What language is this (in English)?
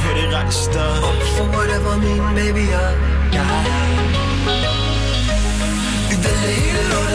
Danish